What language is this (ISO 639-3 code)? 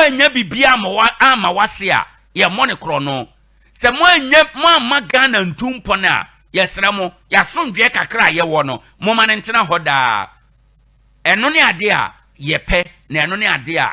aka